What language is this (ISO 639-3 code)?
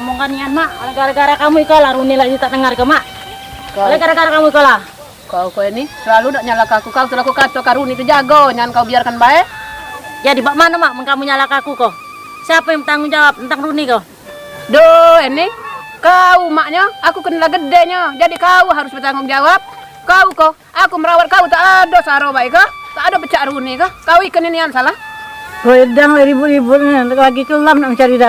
mui